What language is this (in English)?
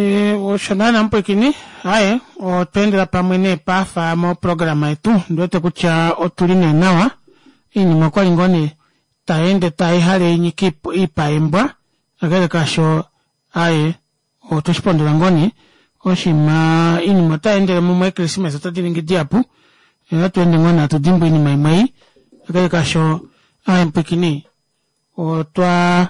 Kuanyama